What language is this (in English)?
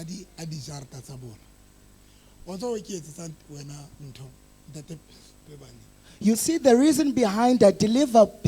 Southern Sotho